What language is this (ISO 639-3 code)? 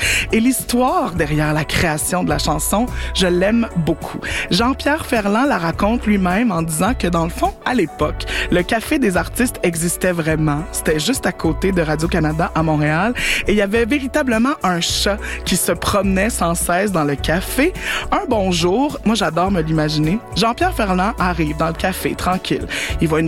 fra